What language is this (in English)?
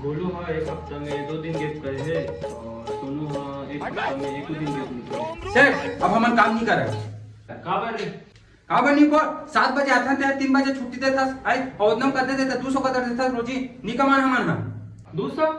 Chhattisgarhi